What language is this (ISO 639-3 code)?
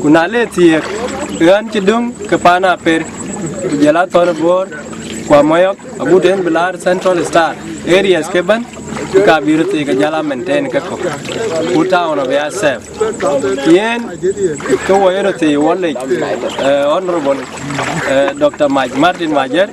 din